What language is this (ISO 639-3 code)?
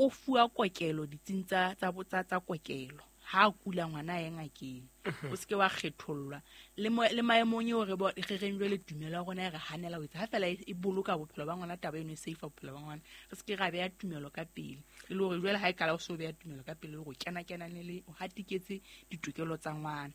sot